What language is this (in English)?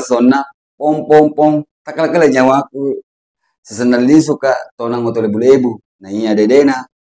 Buginese